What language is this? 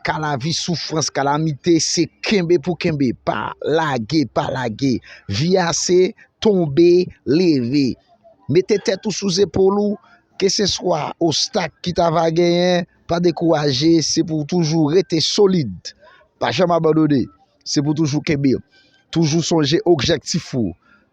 Haitian Creole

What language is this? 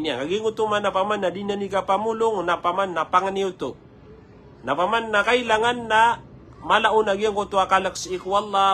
Maranao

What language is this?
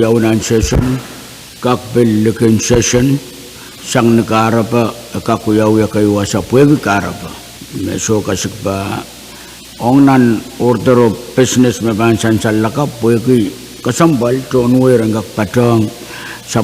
Pohnpeian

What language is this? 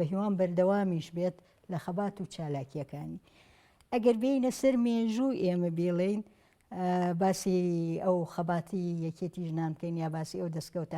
Central Kurdish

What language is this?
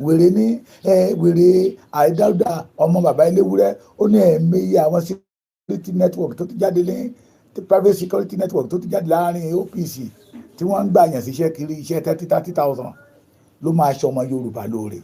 Yoruba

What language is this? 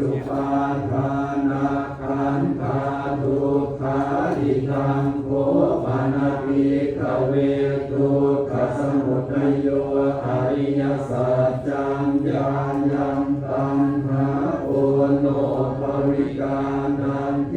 Pali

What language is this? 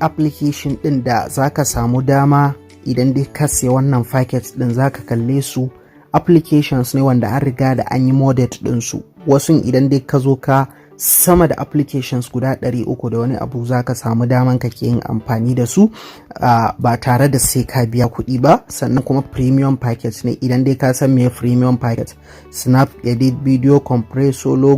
Hausa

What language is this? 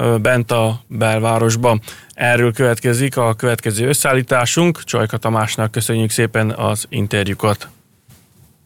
Hungarian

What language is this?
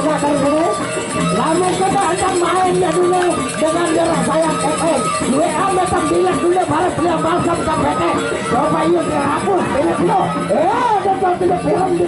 Sasak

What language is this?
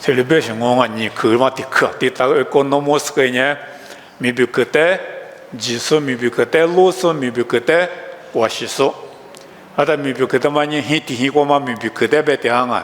Lisu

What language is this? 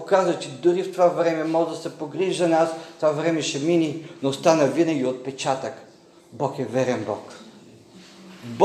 Bulgarian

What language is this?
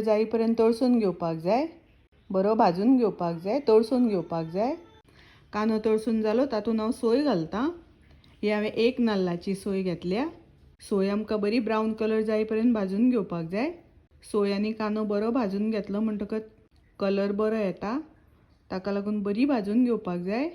Konkani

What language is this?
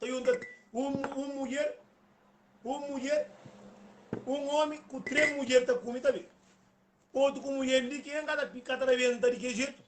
Kabuverdianu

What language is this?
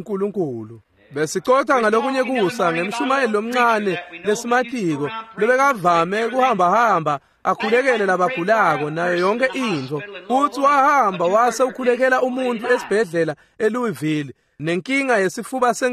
Swati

